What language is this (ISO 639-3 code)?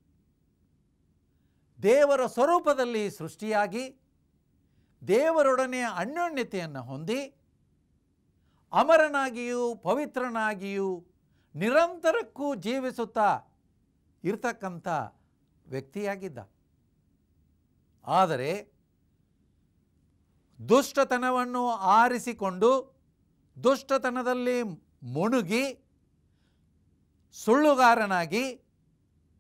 kan